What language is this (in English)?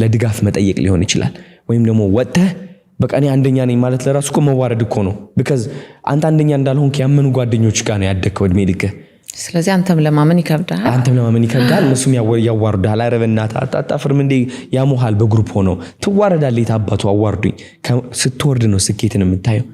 Amharic